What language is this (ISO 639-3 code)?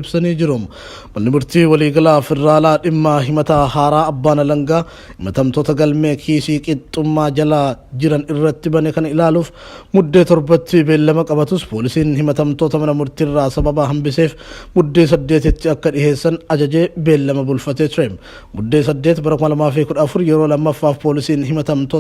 orm